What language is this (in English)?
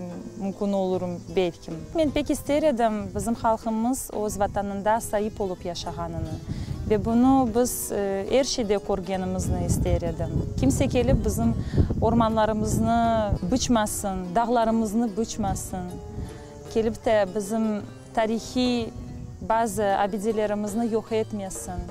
Crimean Tatar